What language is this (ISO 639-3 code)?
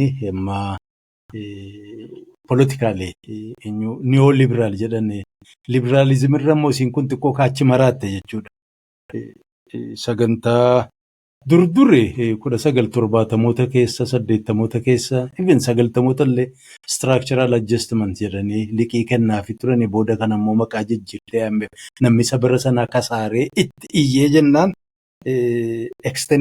orm